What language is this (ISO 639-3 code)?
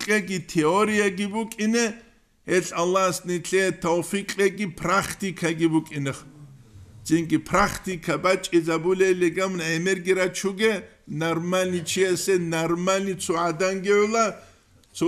ava